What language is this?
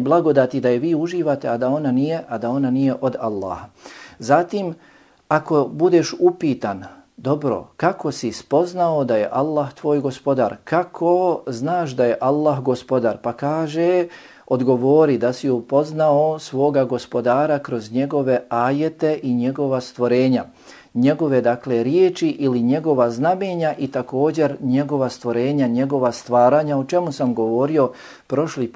Bosnian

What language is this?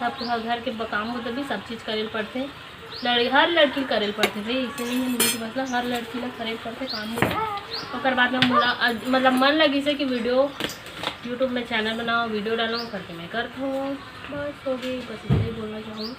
Chhattisgarhi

